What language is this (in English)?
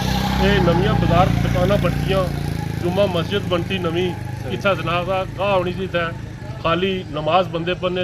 Pahari-Potwari